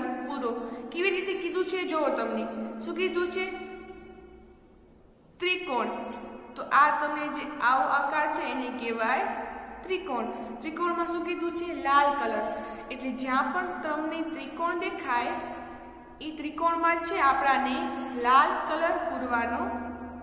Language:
Gujarati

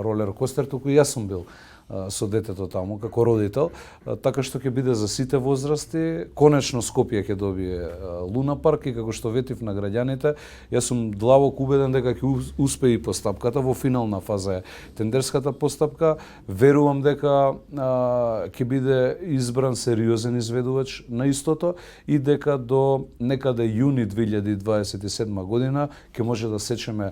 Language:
Macedonian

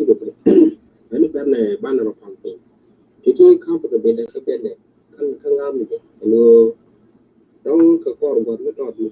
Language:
Nuer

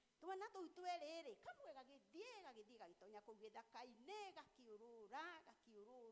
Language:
Kikuyu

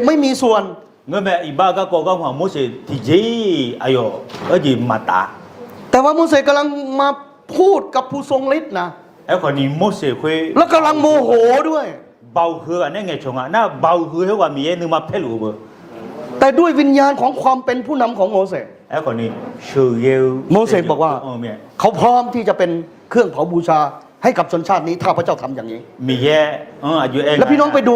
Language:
Akha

